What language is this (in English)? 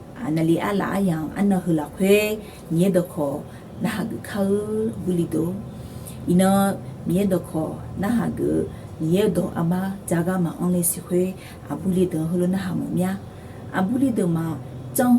Akha